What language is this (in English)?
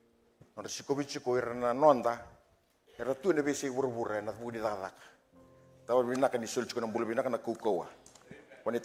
Fijian